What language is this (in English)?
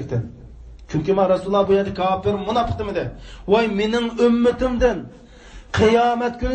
Uyghur